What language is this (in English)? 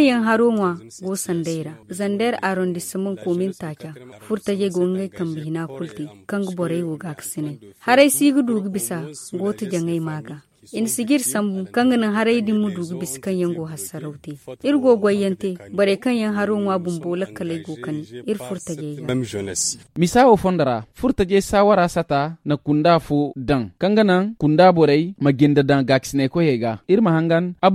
Zarma